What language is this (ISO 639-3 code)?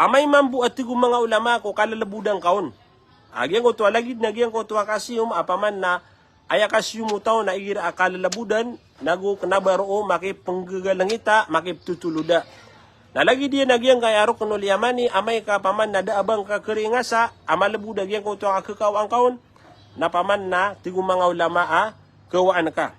mrw